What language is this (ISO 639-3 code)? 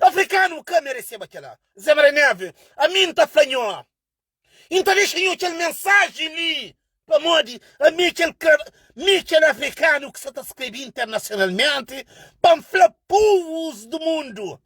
kea